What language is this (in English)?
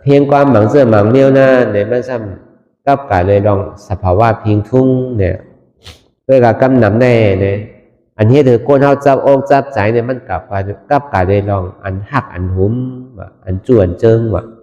Shan